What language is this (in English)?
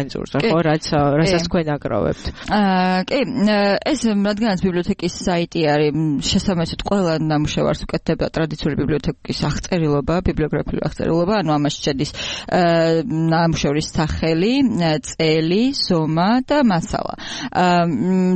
Georgian